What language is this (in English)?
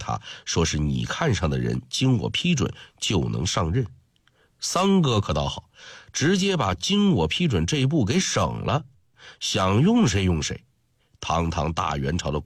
Chinese